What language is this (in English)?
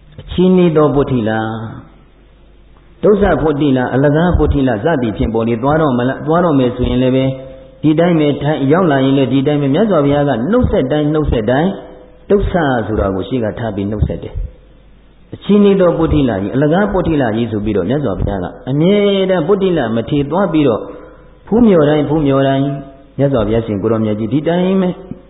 Burmese